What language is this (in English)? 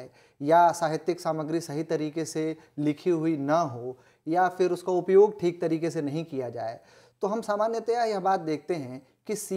Hindi